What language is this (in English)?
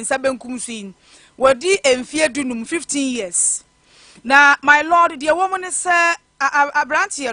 Akan